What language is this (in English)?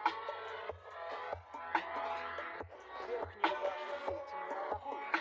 Russian